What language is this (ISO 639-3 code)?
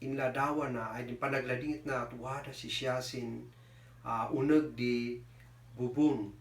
kne